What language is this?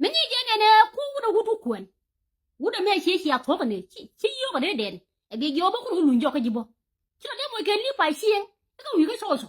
Nuer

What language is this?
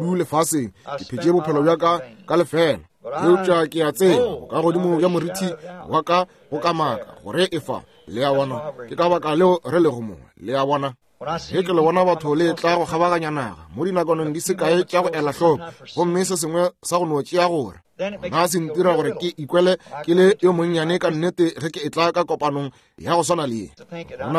Northern Sotho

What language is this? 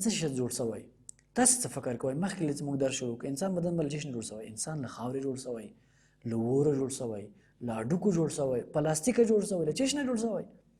Pashto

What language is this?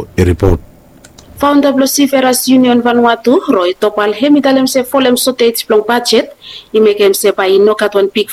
Bislama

